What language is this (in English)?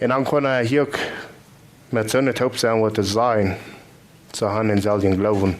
Plautdietsch